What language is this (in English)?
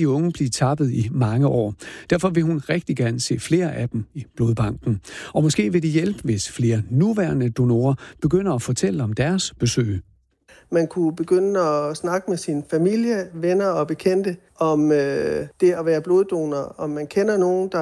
Danish